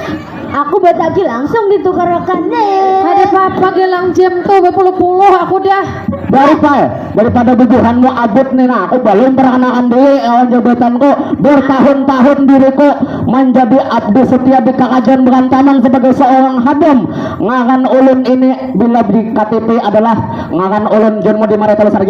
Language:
Banjar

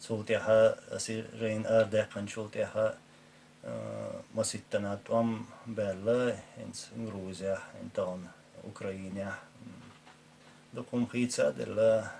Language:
Chechen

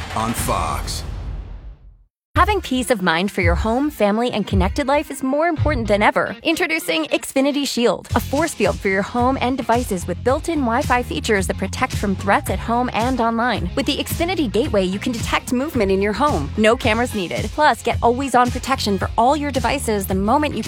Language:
English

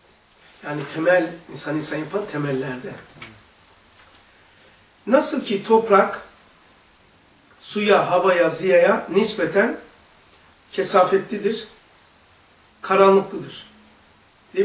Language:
Turkish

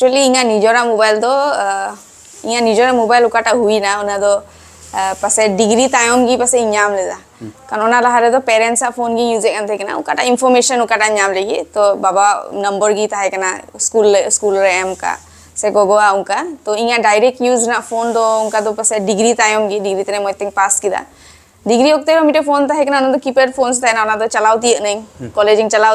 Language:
Santali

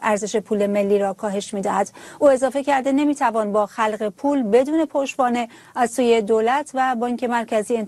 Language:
Persian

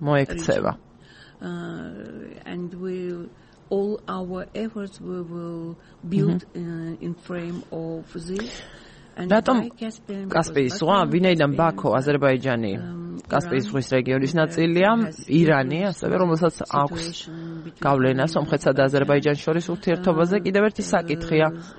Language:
Georgian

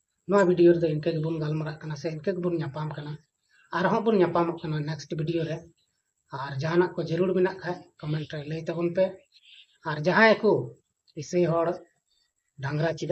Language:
Santali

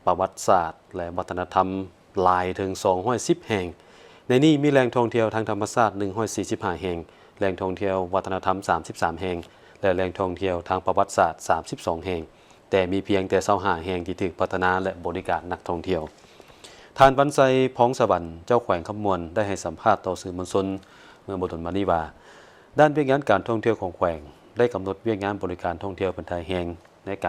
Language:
Lao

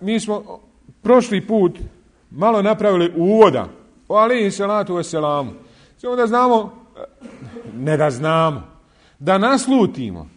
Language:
Bosnian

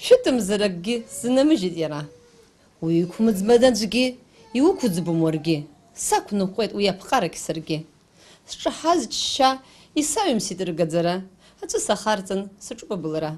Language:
Abkhazian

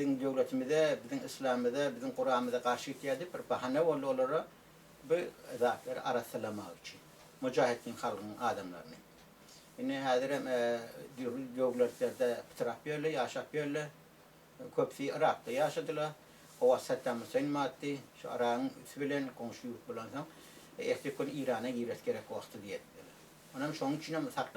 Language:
Turkmen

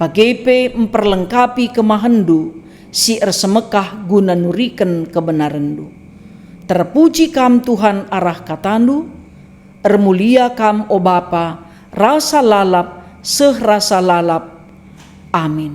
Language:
Batak Karo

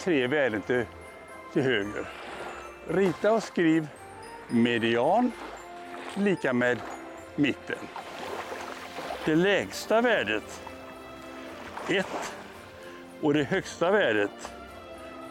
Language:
Swedish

